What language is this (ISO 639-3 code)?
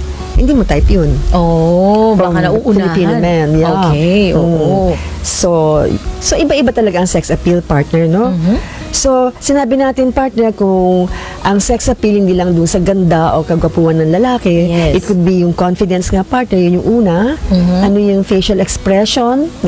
fil